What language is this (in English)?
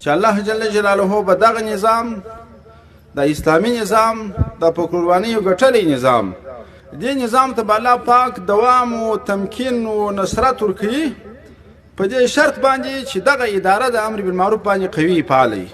Pashto